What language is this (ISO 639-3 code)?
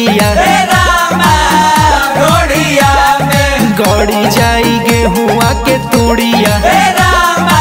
bho